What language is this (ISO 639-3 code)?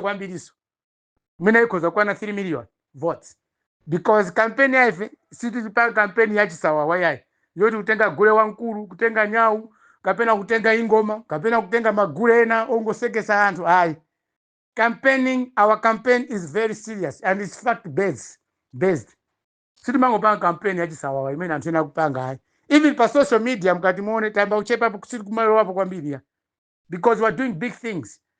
nya